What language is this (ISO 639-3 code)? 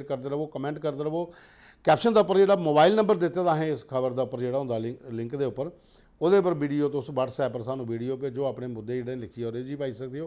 doi